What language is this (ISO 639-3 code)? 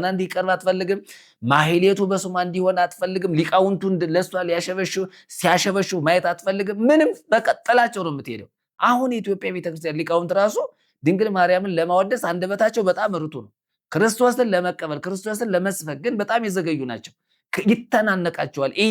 amh